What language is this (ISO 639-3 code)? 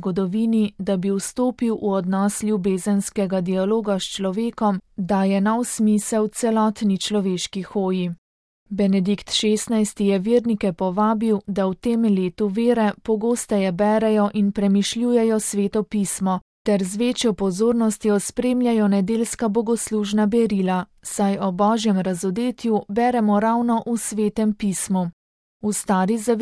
slv